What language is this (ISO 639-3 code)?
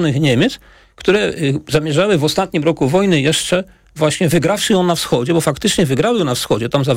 pol